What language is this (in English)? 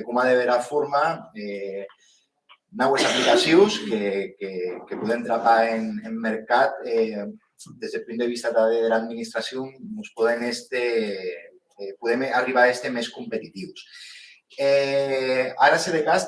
Occitan